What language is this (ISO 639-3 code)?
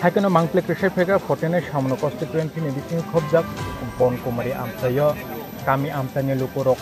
trp